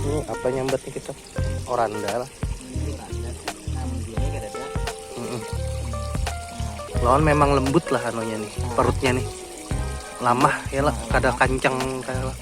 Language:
Banjar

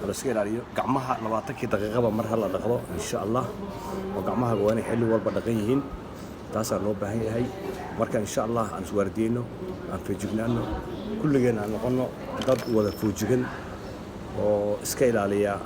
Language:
Somali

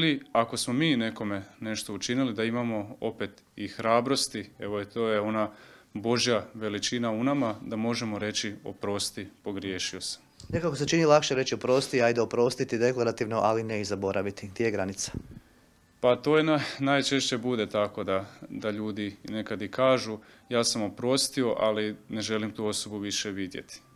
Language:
Croatian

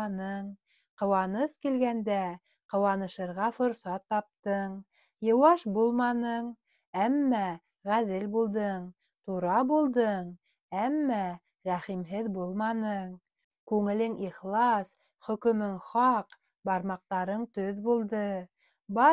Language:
Bashkir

